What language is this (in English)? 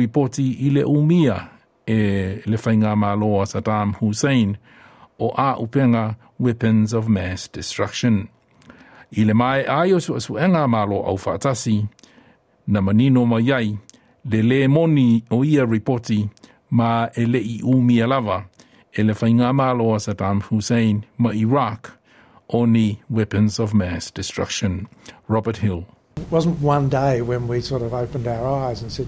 Samoan